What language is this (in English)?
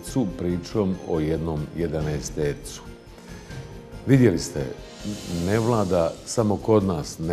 Bosnian